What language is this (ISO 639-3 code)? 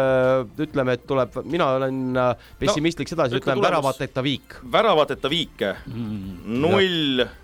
est